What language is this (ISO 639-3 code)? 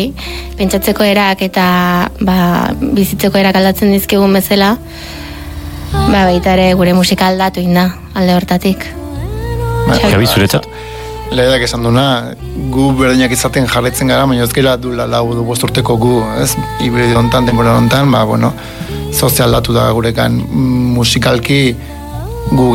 eus